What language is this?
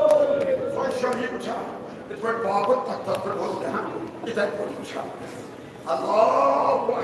Kashmiri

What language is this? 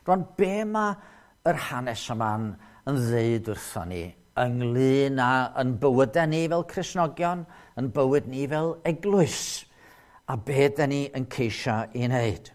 Welsh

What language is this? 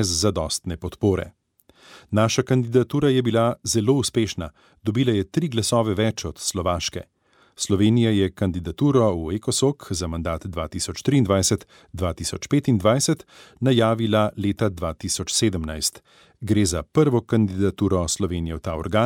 Slovenian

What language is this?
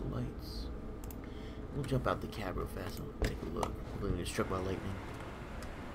English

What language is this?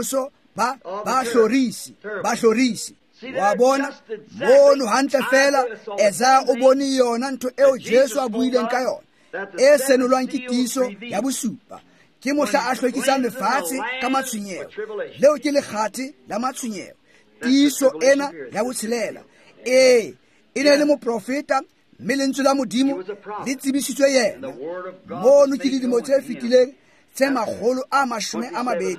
Tswana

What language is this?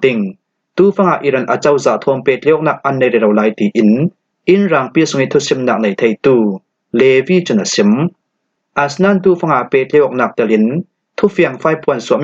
Falam Chin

